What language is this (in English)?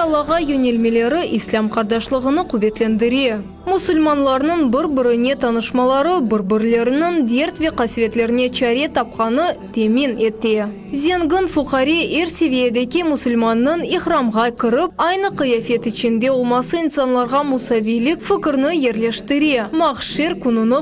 Crimean Tatar